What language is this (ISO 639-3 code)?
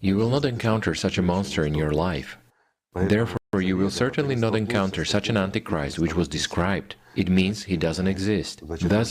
nya